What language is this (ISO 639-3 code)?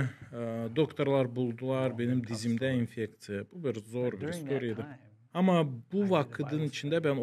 gag